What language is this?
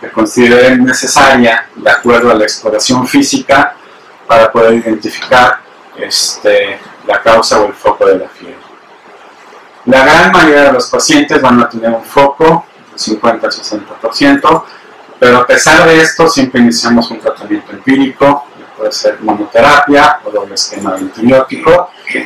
Spanish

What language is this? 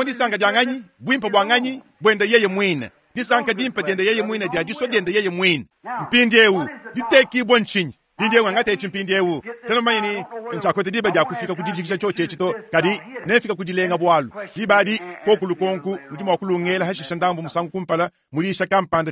Luba-Lulua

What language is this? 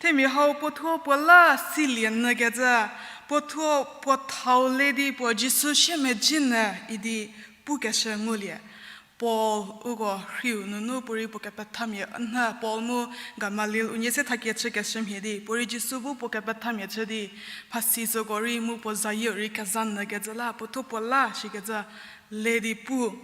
Angami Naga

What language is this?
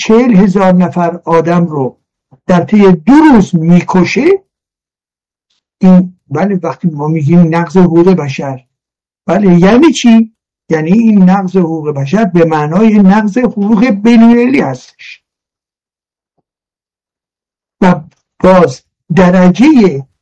Persian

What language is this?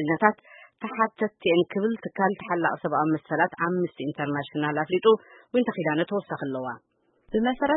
Tigrinya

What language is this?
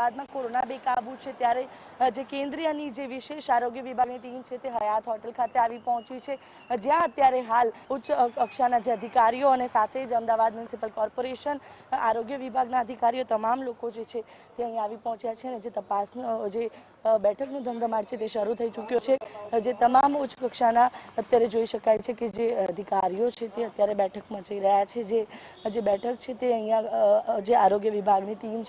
Gujarati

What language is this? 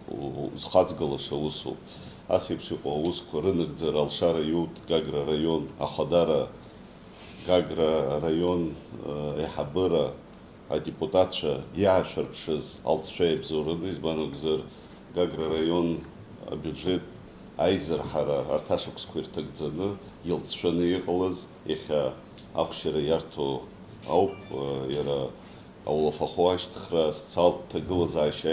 Abkhazian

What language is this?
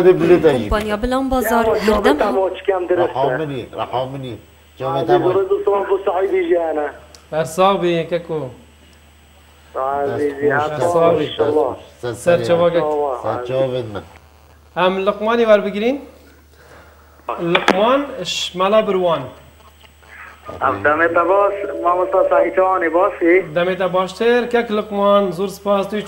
Kurdish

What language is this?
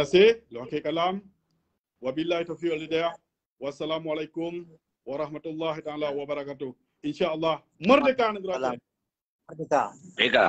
Achinese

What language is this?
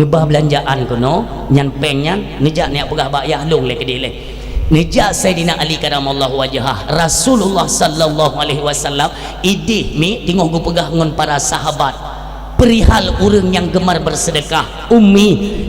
Achinese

